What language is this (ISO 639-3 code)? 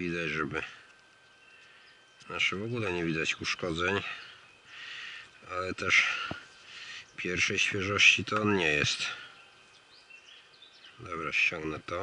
pol